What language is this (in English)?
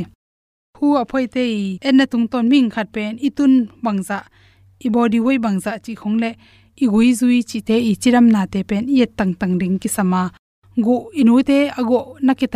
Tedim Chin